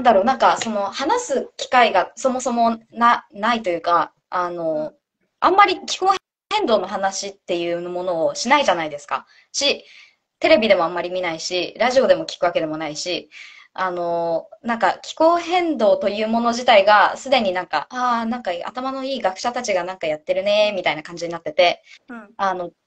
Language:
Japanese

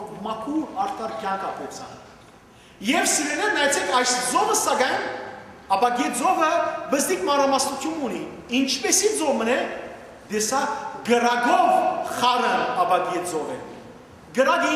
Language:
Western Armenian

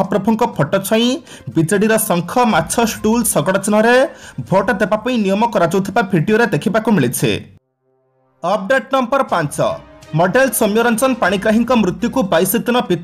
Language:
Odia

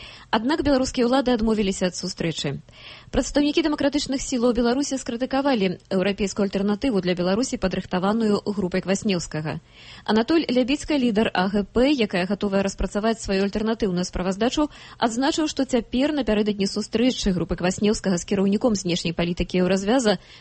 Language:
Belarusian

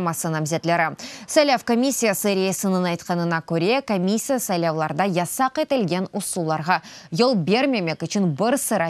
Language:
Crimean Tatar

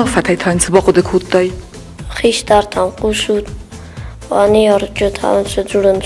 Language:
Ossetic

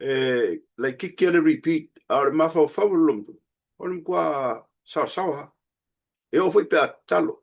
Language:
Samoan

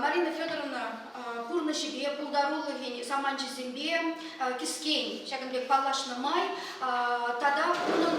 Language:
Chuvash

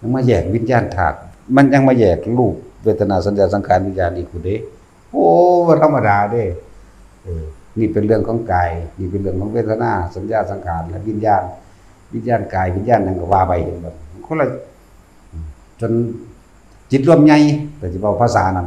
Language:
Northeastern Thai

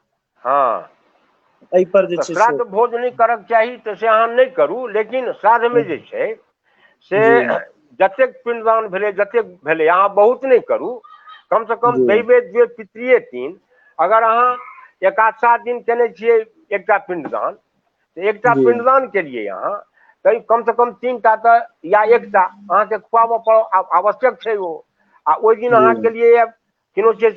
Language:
Maithili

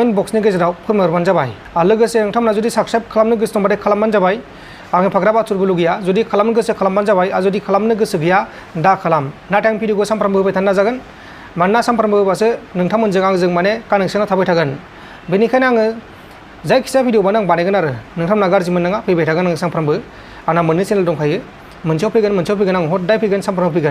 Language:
Bodo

